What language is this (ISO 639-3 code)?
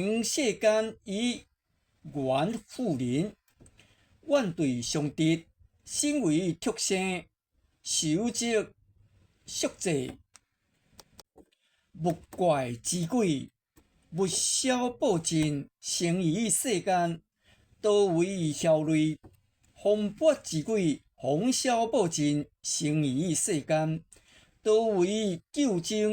nan